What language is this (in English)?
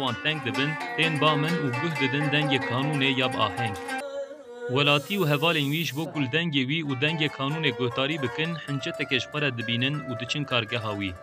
Kurdish